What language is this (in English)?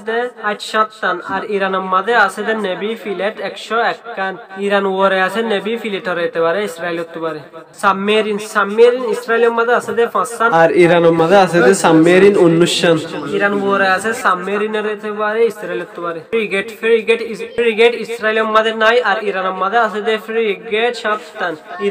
Rohingya